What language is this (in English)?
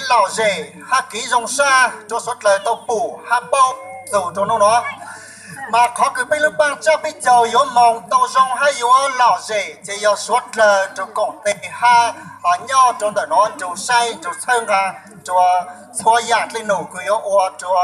Hmong